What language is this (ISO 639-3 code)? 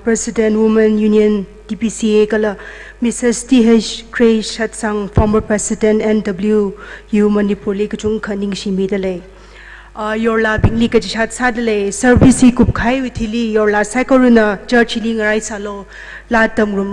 nmf